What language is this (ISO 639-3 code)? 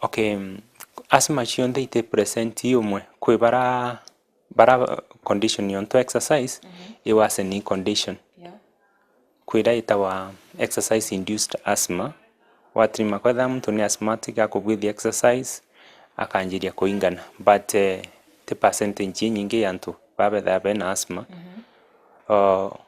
mer